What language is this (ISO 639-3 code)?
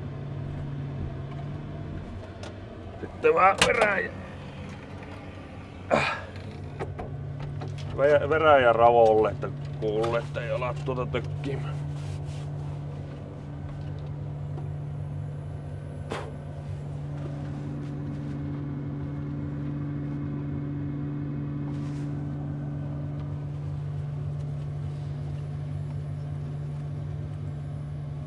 fin